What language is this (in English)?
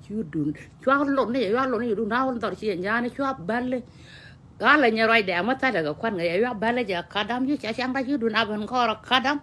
Nuer